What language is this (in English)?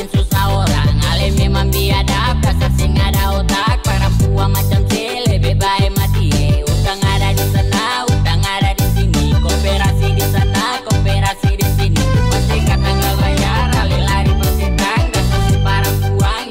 Ambonese Malay